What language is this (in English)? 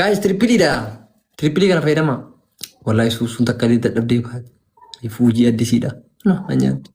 Oromo